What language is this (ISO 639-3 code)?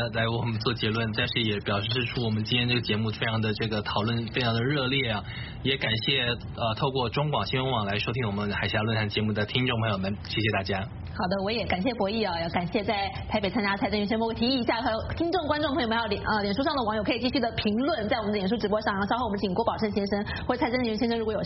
zho